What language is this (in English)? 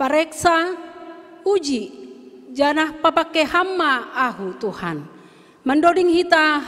Batak Simalungun